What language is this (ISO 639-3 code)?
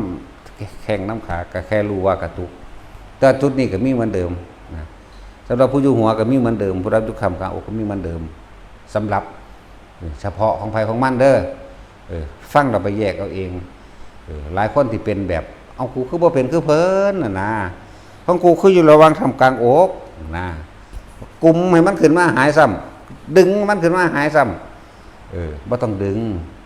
tts